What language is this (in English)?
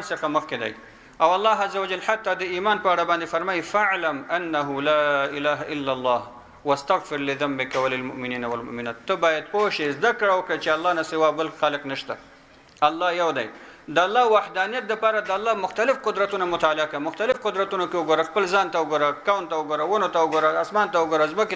Pashto